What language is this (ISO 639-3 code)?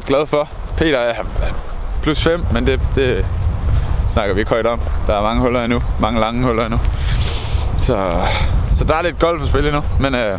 dan